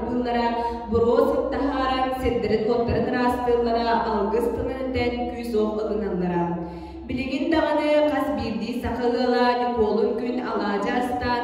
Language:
Yakut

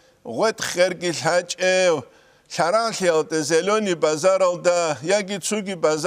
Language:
Avaric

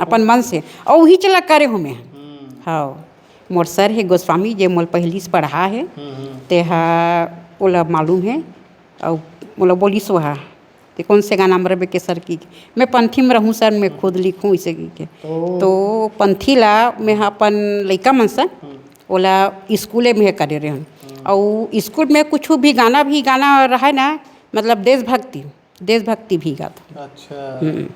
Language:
Chhattisgarhi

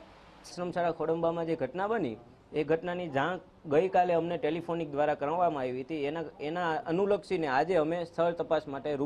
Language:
Gujarati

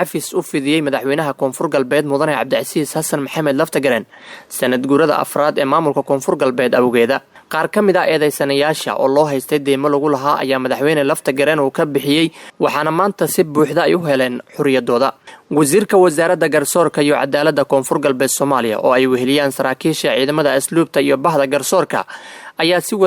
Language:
Somali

